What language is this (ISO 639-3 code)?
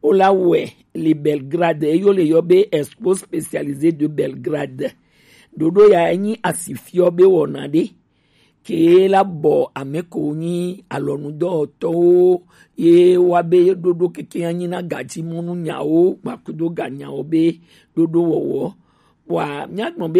gej